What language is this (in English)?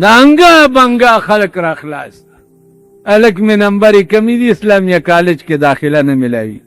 Pashto